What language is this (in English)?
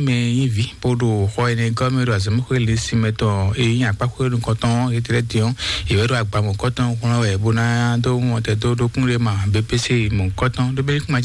Fon